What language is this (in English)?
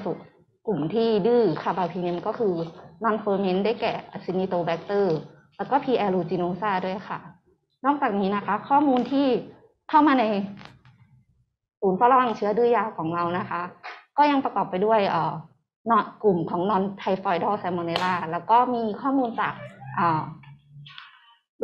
Thai